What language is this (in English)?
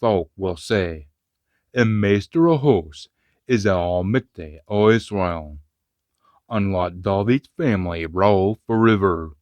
Scots